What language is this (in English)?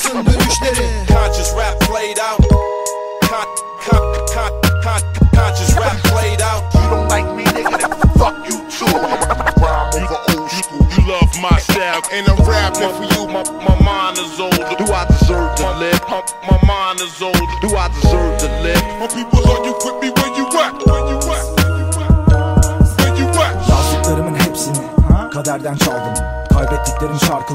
Turkish